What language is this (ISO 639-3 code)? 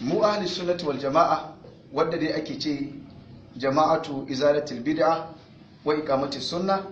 hau